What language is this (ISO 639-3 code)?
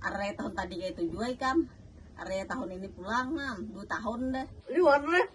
bjn